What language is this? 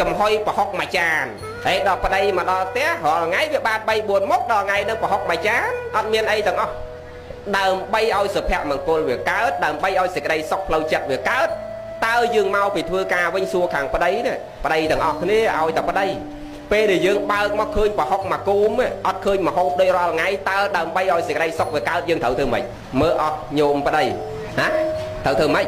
Khmer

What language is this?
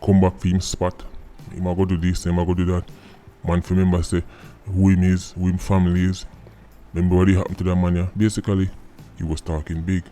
Jamaican Creole English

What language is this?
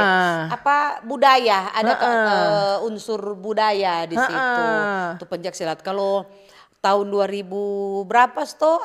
Manado Malay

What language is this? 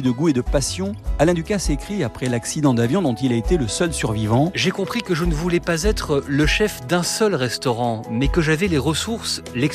French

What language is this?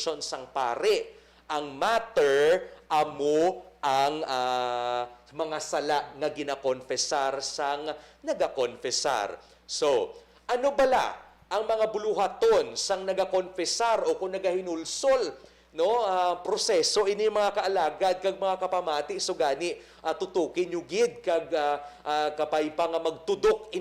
Hiligaynon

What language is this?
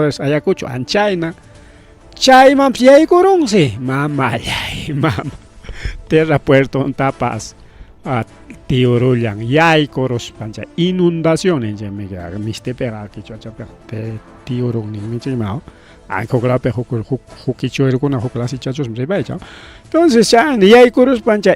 Ayacucho Quechua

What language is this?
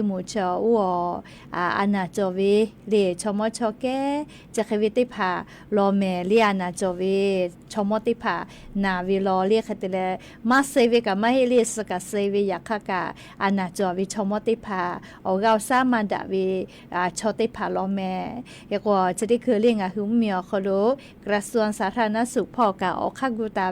Lahu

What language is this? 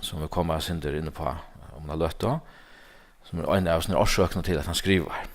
Faroese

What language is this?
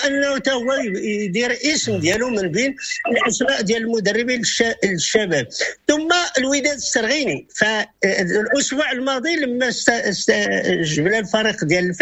Moroccan Arabic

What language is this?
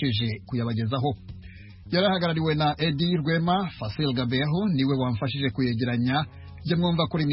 Kinyarwanda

